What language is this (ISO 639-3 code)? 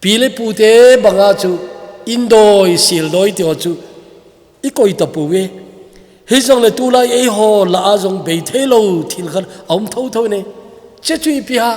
tcz